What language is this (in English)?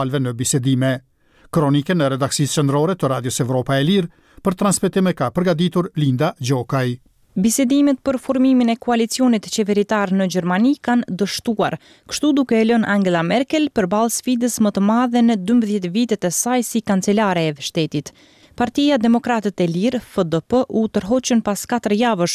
Albanian